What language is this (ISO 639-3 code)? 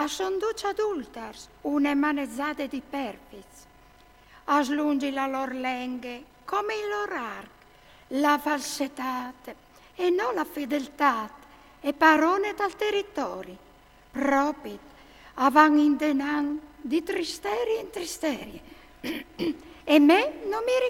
fur